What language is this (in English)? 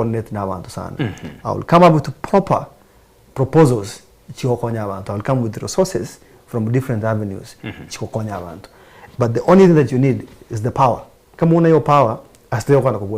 Gusii